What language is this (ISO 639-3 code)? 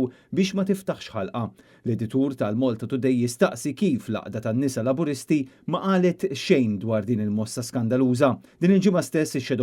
mlt